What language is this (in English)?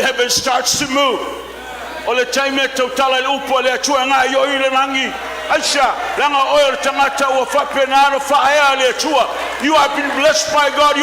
Samoan